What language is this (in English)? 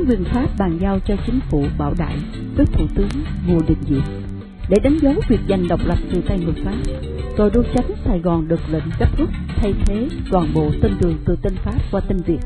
Vietnamese